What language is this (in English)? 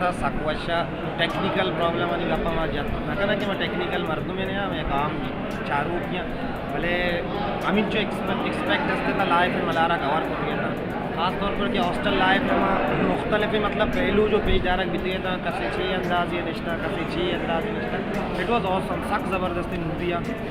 Baluchi